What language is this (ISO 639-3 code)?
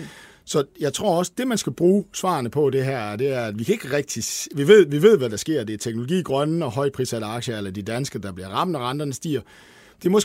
dan